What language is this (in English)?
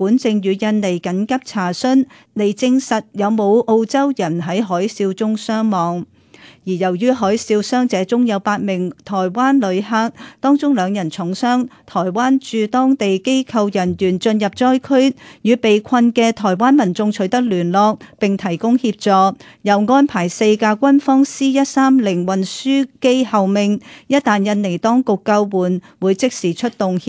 Cantonese